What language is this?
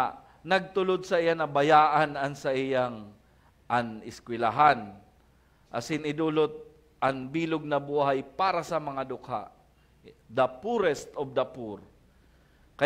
Bikol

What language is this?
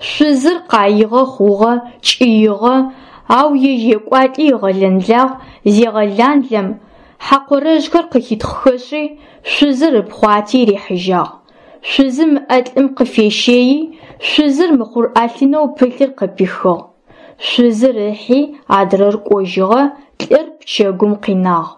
Adyghe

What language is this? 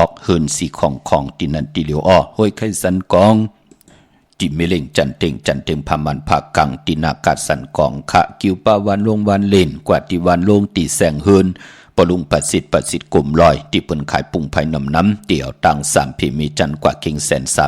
Shan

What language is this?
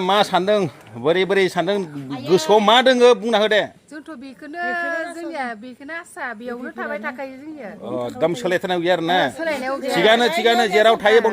Bodo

